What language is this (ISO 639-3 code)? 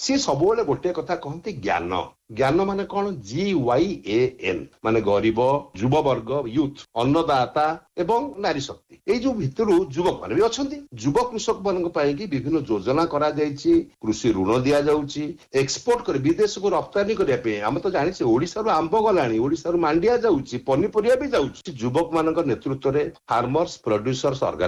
ori